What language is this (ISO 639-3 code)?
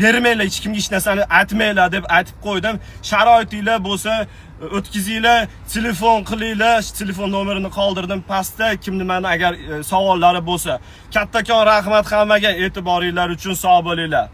uzb